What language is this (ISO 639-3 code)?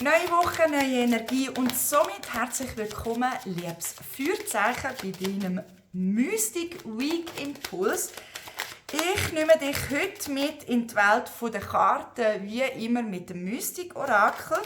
gsw